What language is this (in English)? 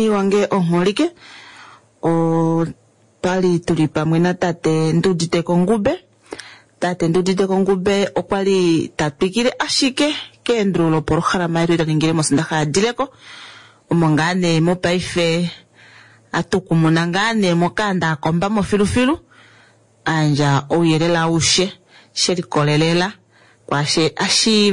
Kuanyama